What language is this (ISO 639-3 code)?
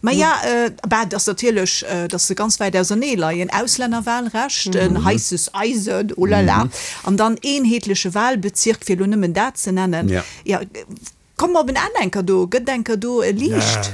ltz